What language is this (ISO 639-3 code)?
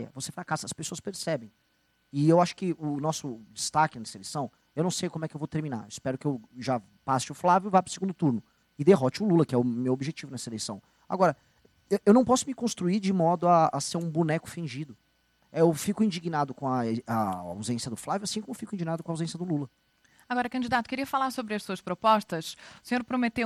por